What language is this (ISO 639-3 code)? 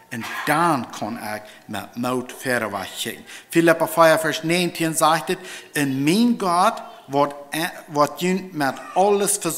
pdt